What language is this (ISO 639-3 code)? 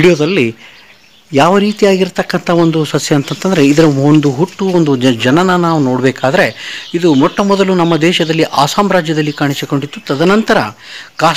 kan